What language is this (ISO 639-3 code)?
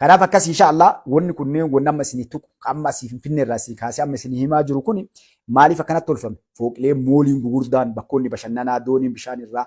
orm